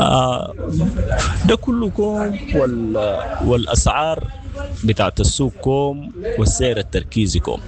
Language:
Sudanese Arabic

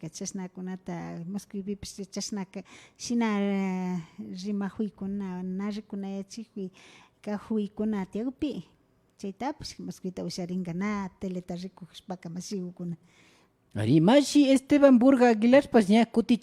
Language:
Imbabura Highland Quichua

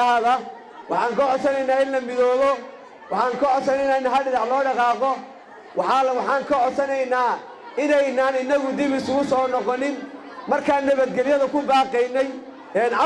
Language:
Somali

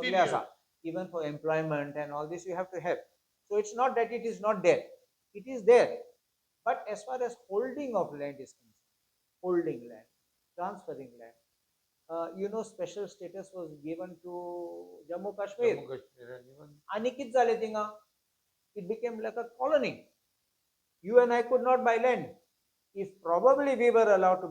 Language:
Konkani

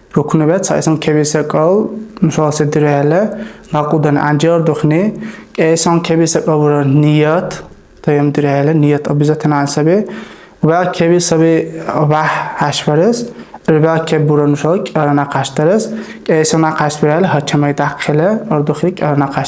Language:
Dargwa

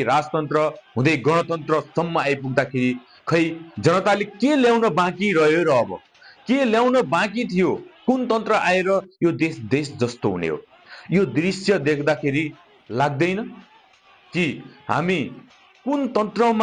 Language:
Nepali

